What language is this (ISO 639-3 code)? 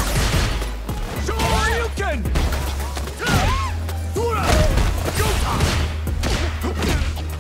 eng